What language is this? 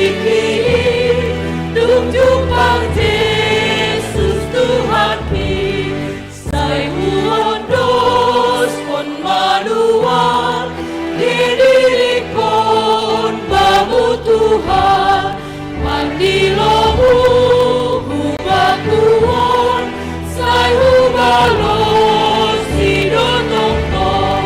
Batak Simalungun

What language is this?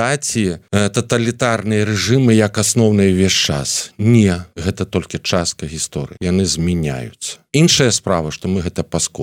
Belarusian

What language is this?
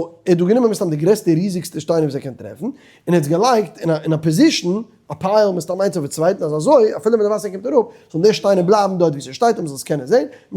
Yiddish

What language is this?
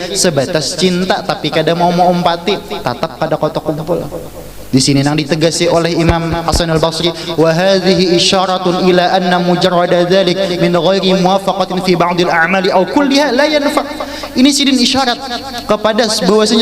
Banjar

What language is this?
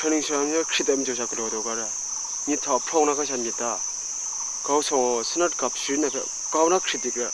Kachin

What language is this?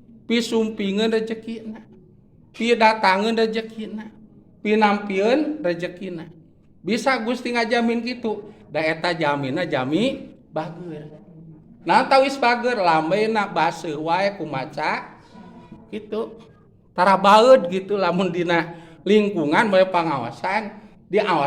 Sundanese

